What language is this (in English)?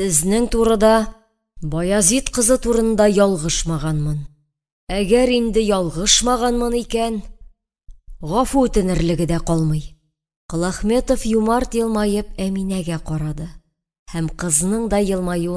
Tatar